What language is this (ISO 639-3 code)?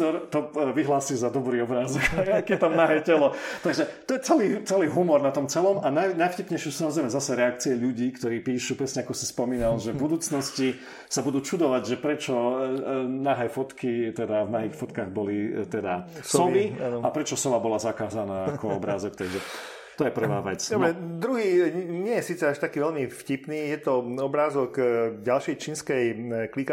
slk